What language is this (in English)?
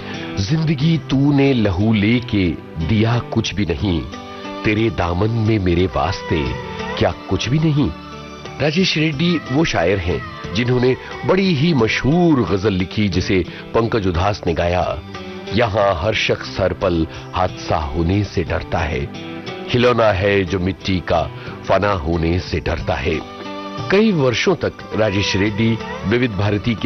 Hindi